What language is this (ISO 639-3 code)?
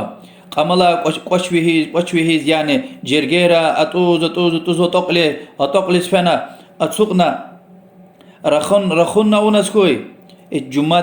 lez